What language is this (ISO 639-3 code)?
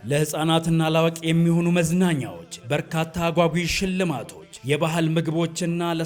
amh